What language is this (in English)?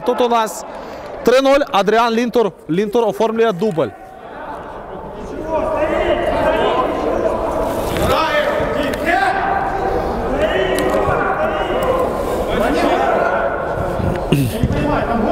Ukrainian